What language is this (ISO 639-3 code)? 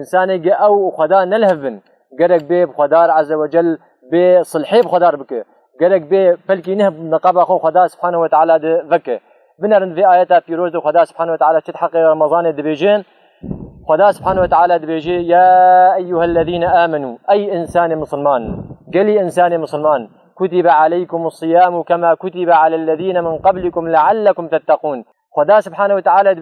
kur